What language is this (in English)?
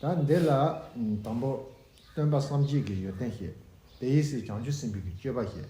Tibetan